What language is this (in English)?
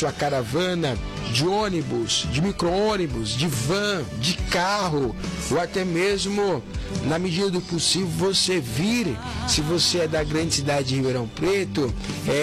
Portuguese